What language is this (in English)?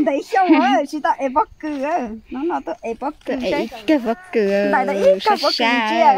Hmong